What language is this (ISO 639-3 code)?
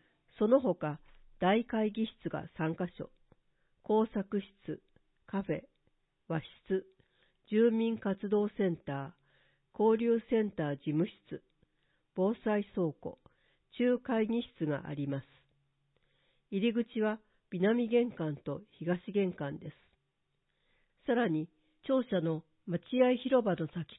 jpn